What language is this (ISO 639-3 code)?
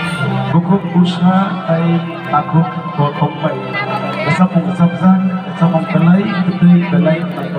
trp